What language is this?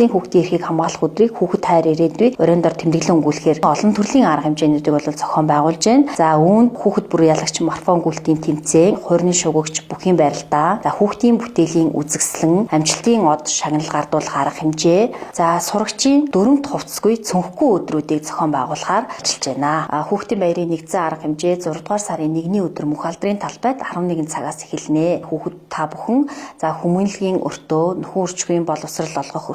Mongolian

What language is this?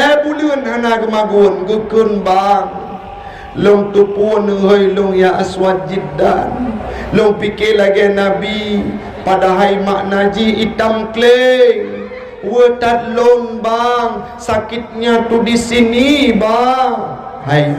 Achinese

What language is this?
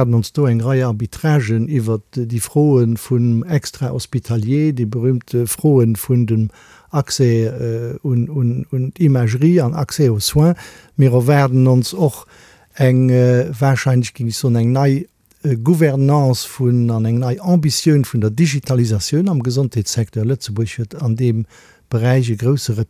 Luxembourgish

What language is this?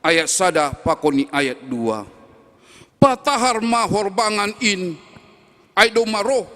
Batak Simalungun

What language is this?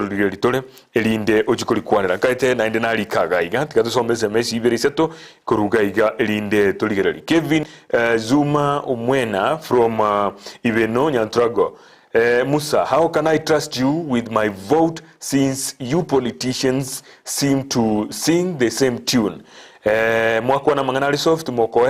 Gusii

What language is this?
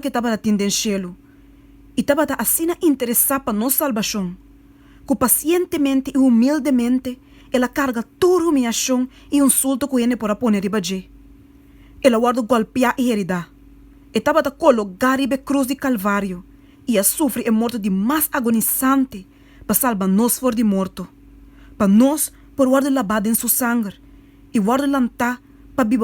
Papiamento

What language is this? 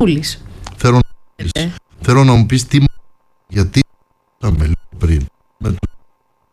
Greek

